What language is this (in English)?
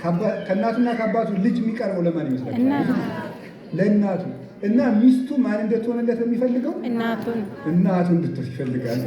Amharic